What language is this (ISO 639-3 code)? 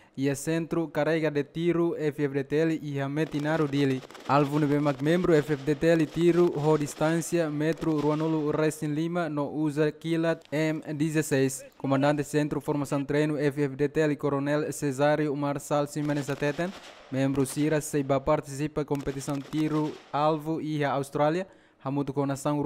tet